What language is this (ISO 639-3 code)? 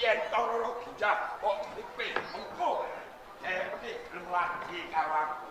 jav